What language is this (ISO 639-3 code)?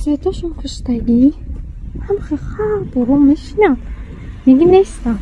tgk